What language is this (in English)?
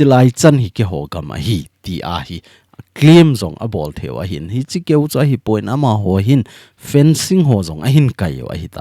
Thado Chin